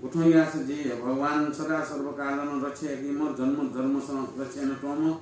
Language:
Newari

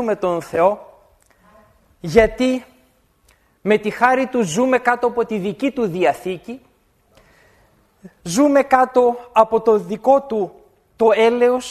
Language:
Greek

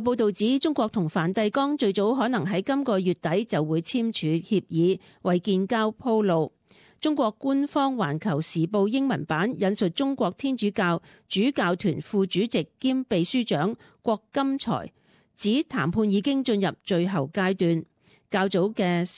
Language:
Cantonese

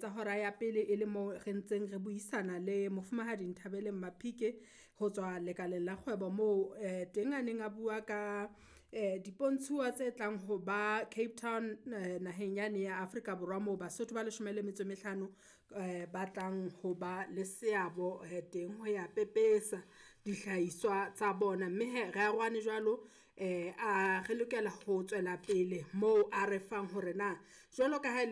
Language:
Southern Sotho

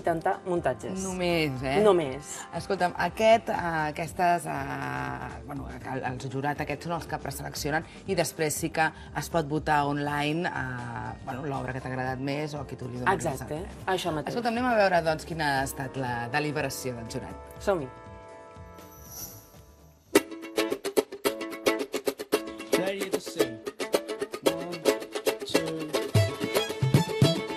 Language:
Catalan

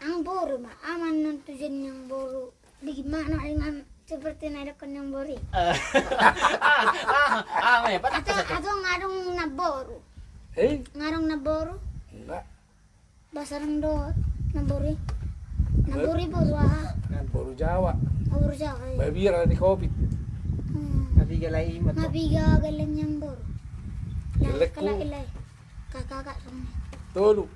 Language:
Batak Toba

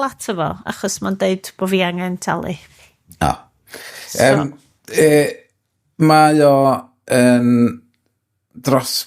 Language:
Welsh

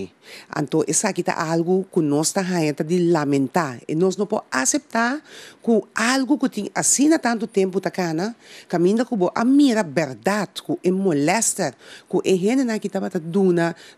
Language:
Papiamento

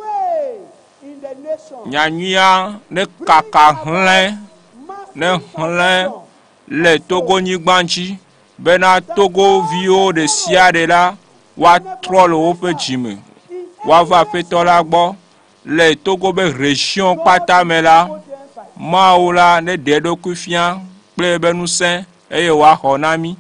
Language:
Ewe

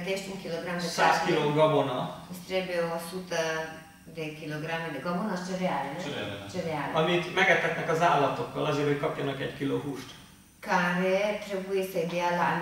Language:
Hungarian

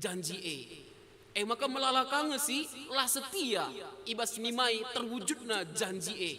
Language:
Batak Karo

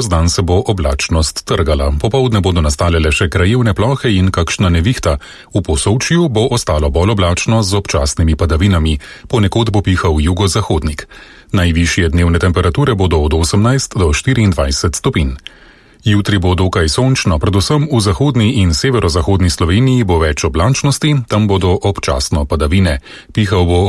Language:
Slovenian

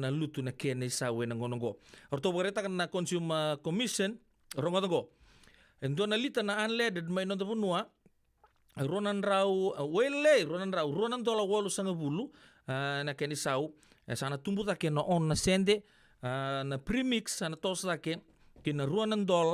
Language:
Fijian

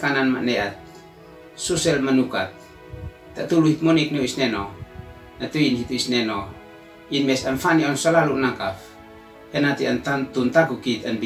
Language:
Uab Meto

